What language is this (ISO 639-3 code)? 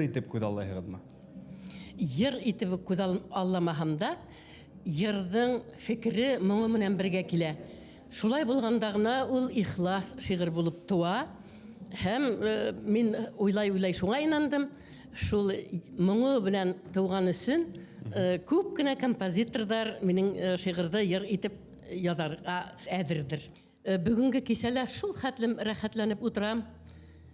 bak